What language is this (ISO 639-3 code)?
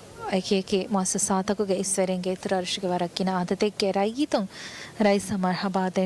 div